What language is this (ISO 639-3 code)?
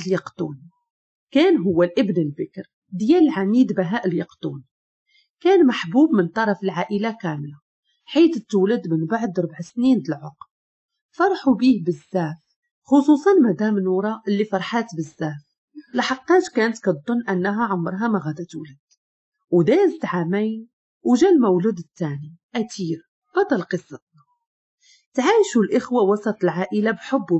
ary